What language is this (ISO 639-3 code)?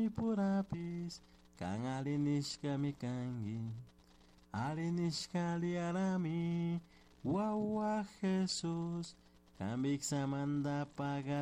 qug